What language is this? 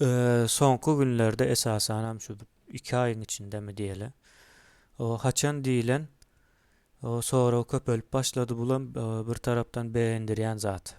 Turkmen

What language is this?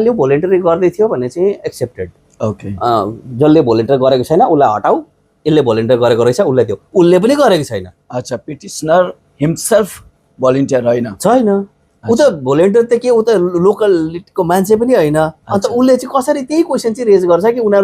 Nepali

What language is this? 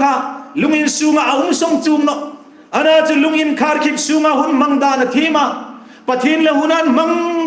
Hmar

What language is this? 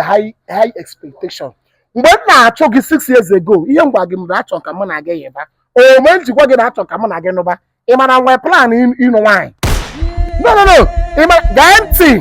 Igbo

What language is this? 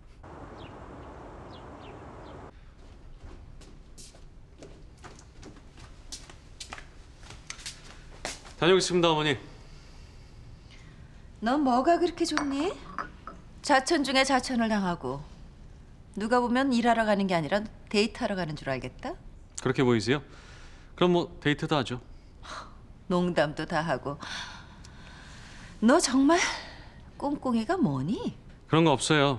Korean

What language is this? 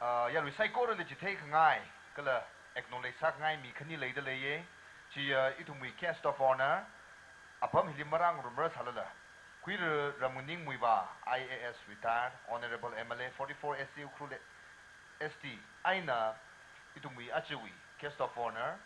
Tangkhul Naga (India)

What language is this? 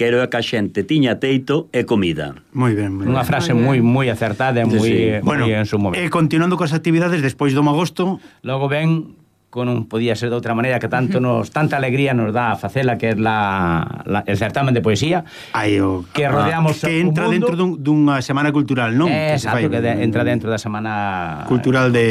Galician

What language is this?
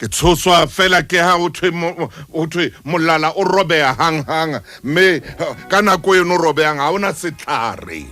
Southern Sotho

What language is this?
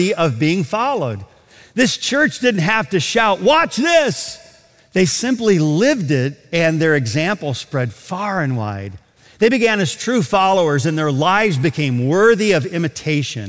English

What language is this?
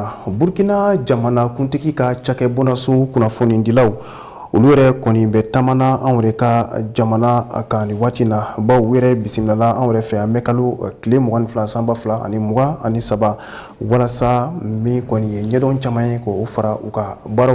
Bambara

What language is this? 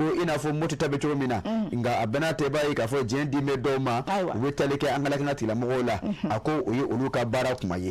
Bambara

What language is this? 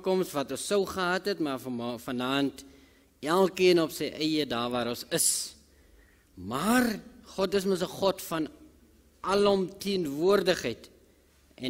Afrikaans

